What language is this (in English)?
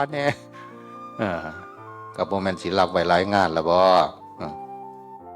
Northeastern Thai